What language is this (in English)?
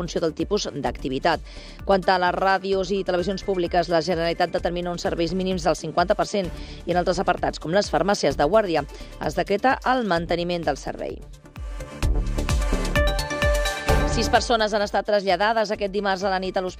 Catalan